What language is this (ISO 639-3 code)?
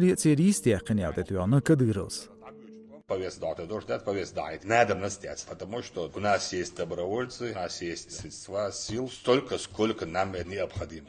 che